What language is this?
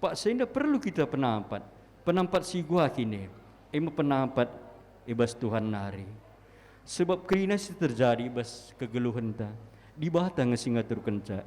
Batak Karo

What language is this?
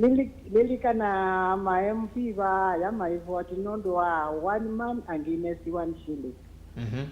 Kamba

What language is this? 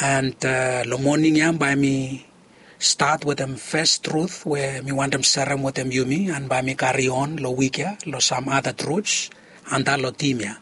Bislama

